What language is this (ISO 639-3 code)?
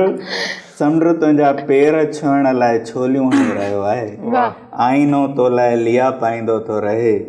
snd